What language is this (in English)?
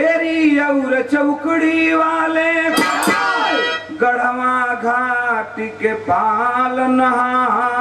Bhojpuri